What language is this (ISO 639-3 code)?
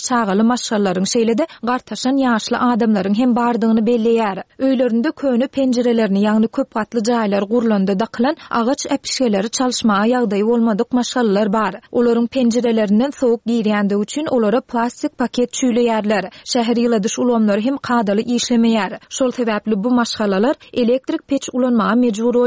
tuk